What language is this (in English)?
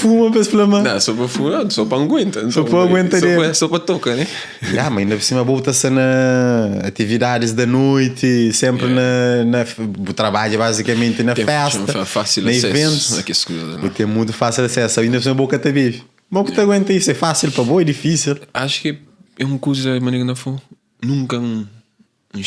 Kabuverdianu